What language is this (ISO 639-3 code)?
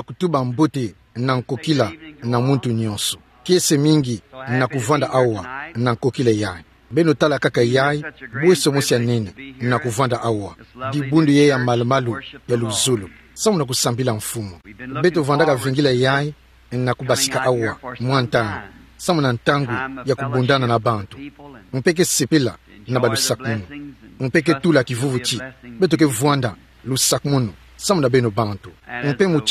ktu